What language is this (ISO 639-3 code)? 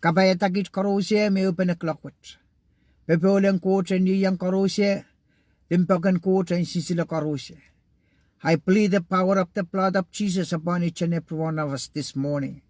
pon